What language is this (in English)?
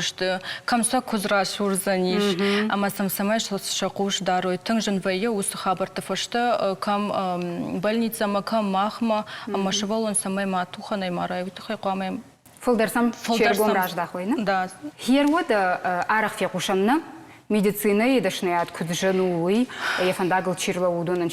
Ossetic